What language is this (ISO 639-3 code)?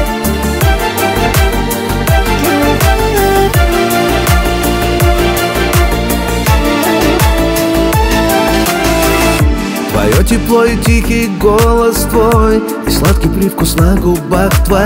rus